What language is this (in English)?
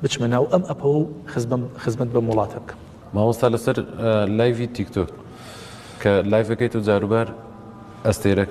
Central Kurdish